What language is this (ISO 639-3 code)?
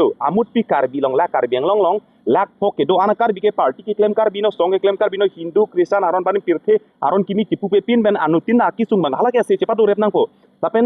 mjw